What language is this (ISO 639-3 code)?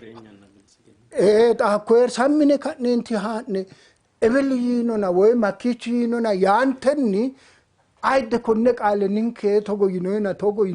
sid